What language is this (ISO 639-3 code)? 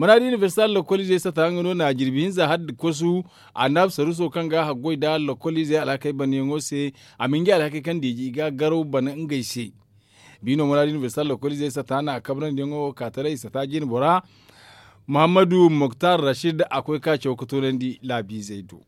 dje